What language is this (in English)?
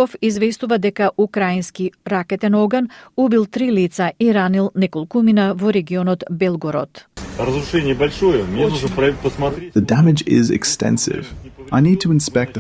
Macedonian